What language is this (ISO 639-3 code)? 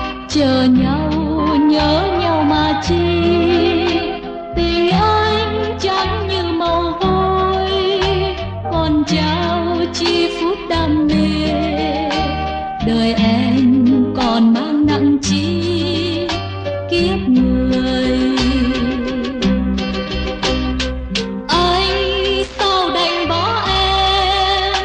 vie